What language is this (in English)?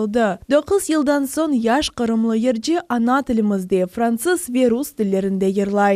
Crimean Tatar